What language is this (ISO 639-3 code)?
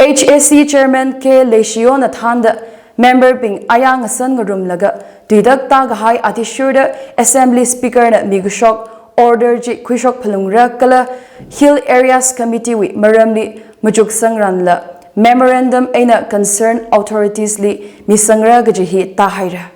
nmf